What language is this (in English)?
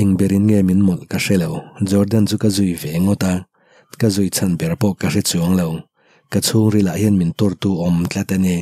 Mizo